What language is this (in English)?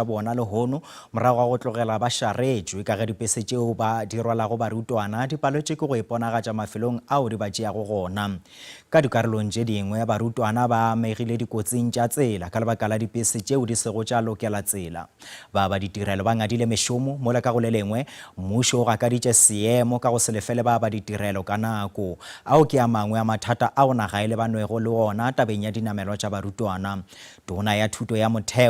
Northern Sotho